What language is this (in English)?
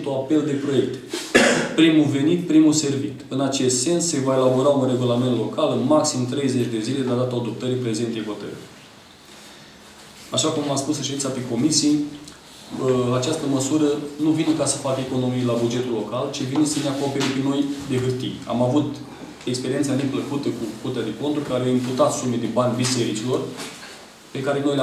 Romanian